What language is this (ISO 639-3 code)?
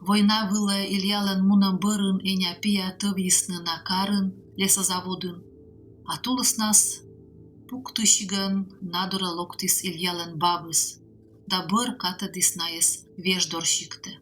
kom